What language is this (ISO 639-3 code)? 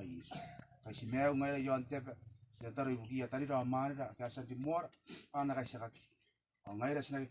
gil